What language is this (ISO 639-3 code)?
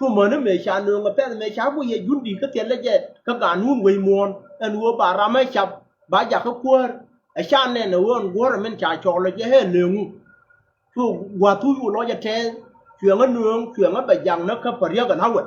nus